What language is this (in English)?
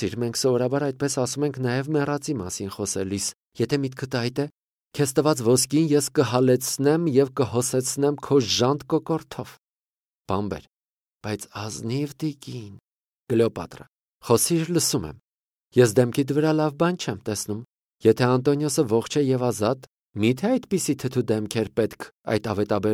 Armenian